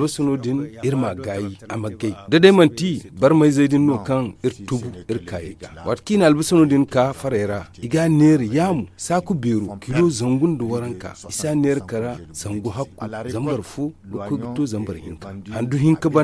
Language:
Zarma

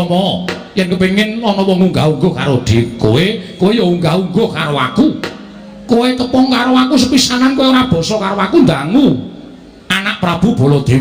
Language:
Javanese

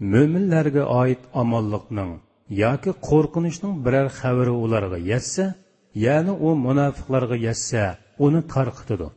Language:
Uyghur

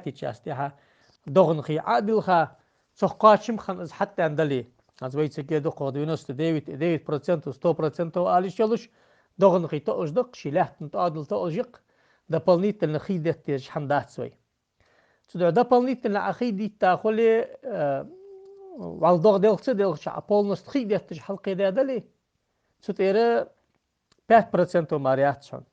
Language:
Ingush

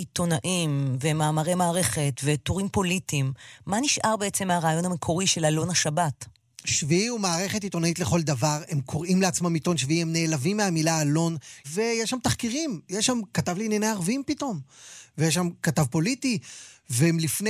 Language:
Hebrew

